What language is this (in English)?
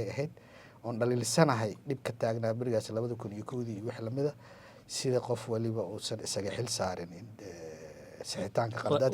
Somali